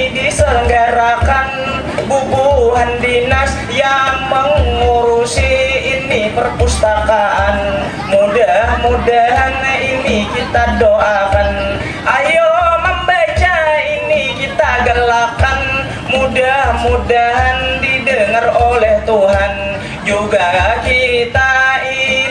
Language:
Banjar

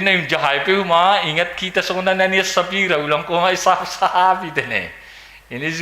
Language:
Batak Simalungun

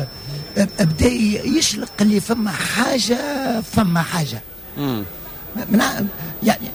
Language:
Tunisian Arabic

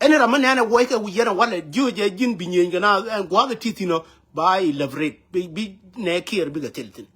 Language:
Nuer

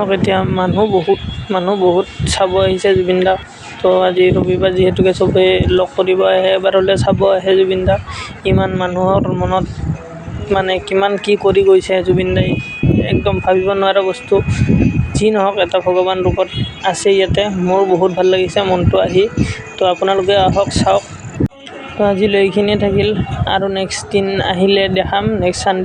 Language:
Assamese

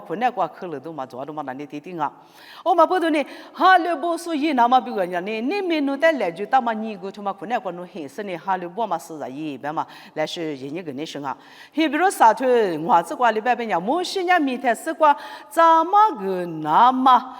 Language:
Lisu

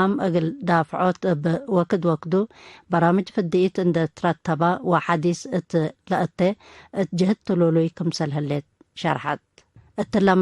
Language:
Tigre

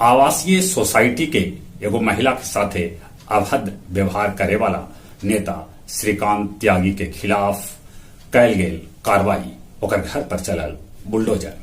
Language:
Magahi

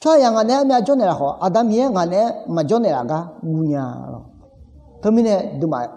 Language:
Akha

